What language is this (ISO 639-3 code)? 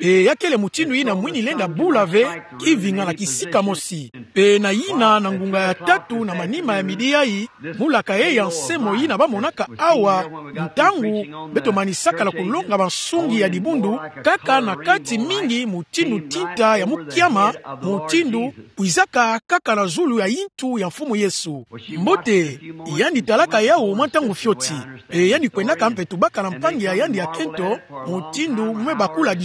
ktu